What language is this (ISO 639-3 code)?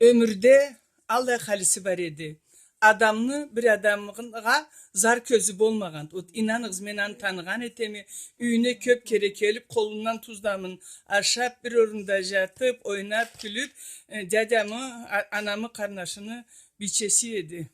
krc